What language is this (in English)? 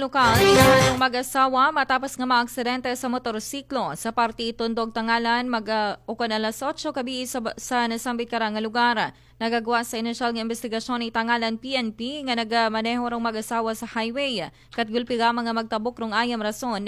Aklanon